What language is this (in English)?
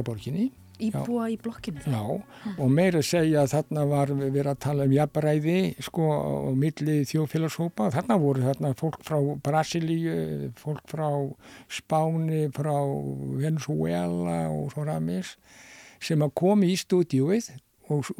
Icelandic